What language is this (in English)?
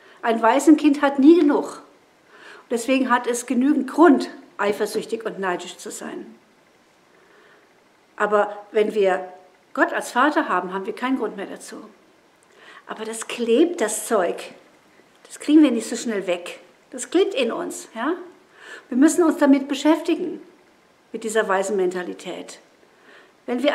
German